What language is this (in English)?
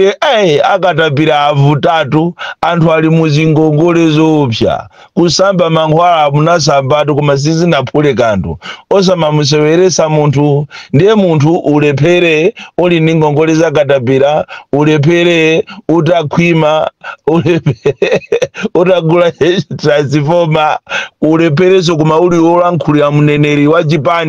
Nyanja